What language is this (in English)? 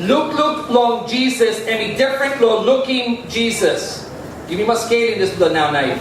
Tok Pisin